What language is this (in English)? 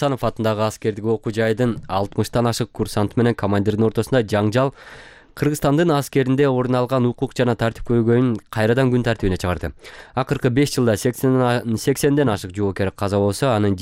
Kyrgyz